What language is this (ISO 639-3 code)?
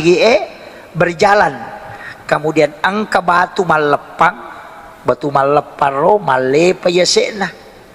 bug